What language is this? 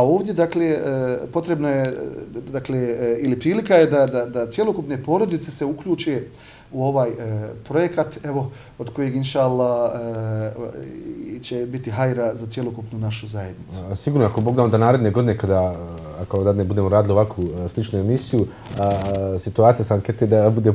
Bosnian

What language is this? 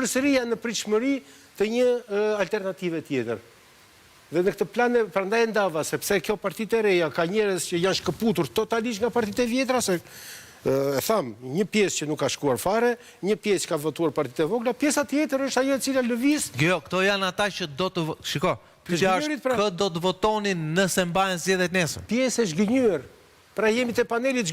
Albanian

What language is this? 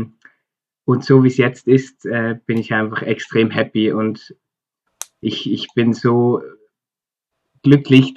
German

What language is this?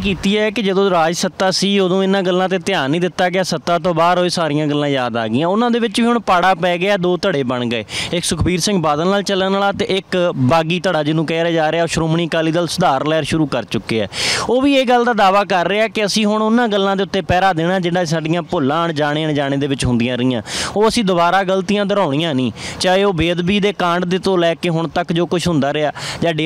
Punjabi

